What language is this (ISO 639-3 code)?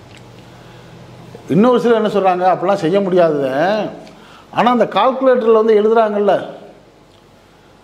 tam